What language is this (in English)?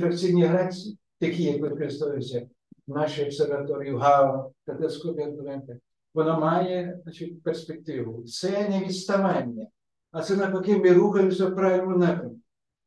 Ukrainian